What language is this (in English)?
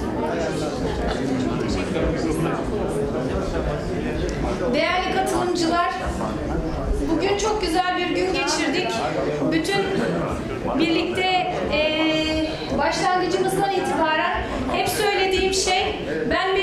Turkish